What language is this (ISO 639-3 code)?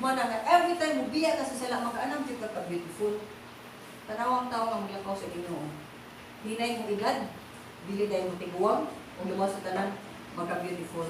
ceb